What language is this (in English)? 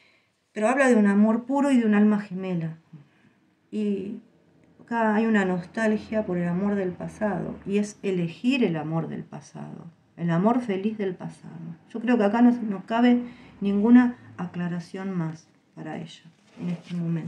Spanish